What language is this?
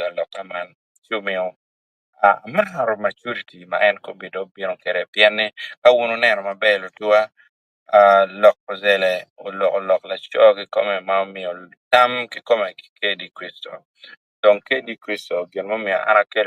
Acoli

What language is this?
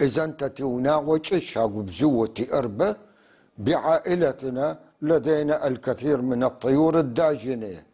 North Levantine Arabic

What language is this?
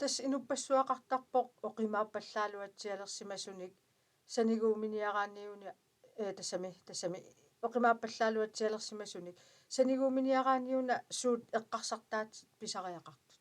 Kalaallisut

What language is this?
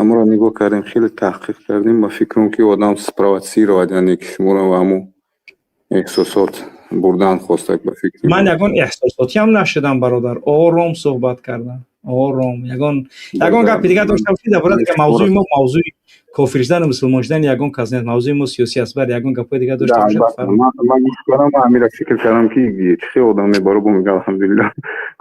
Tajik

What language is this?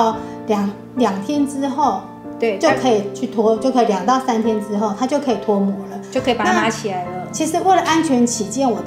Chinese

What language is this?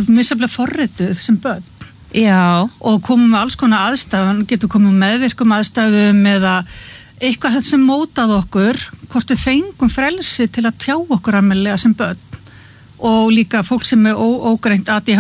Icelandic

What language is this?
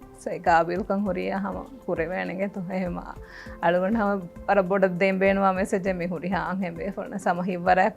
Divehi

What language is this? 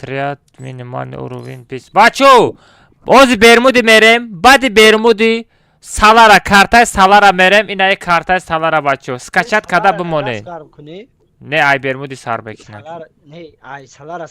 Tajik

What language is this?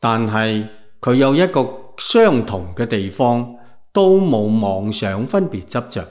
Cantonese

